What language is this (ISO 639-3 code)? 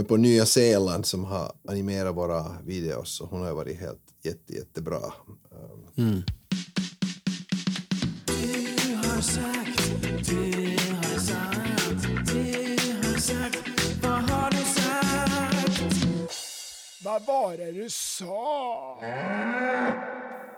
swe